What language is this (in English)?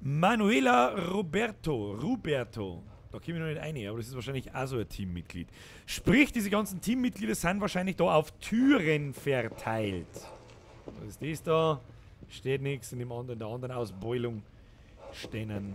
Bavarian